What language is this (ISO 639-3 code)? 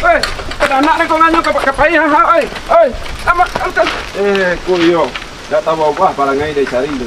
min